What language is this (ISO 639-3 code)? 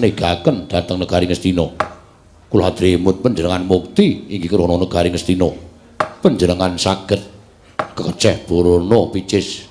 jav